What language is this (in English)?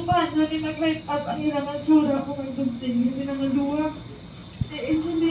Hiligaynon